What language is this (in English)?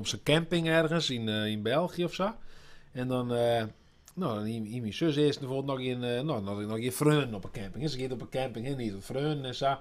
Western Frisian